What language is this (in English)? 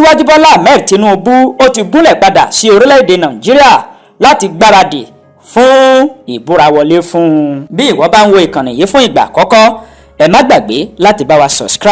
Yoruba